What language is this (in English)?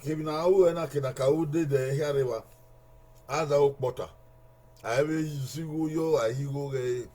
Bini